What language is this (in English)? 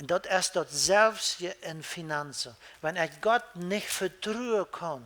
Plautdietsch